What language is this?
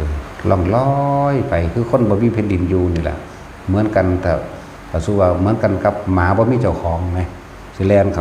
Northeastern Thai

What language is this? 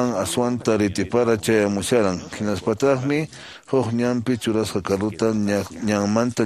Quechua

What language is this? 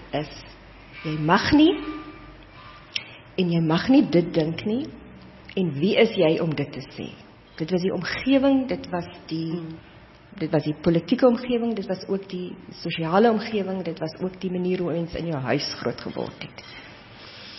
Afrikaans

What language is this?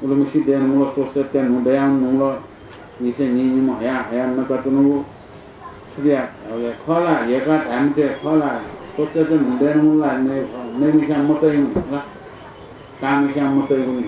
Newari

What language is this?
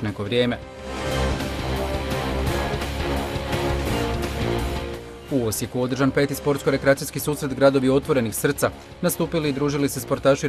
Croatian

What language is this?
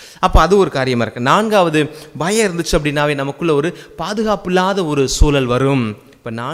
Tamil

